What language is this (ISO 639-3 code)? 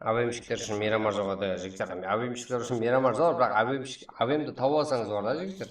kaa